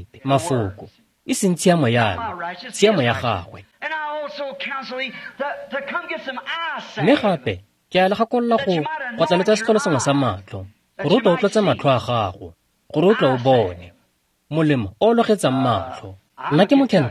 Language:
Tswana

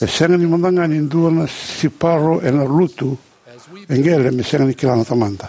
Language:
Fijian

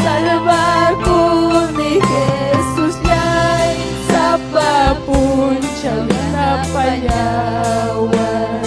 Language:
Ayacucho Quechua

